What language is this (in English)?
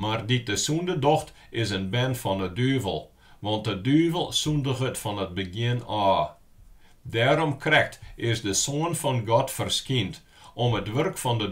Western Frisian